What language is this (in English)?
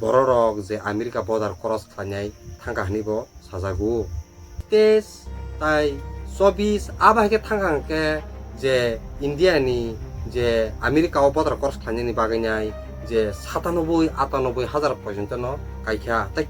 Kok Borok